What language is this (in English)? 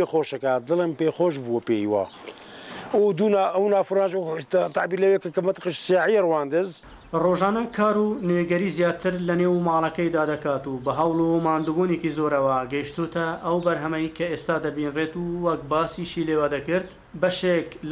Central Kurdish